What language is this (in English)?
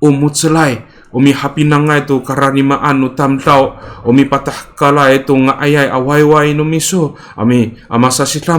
Amis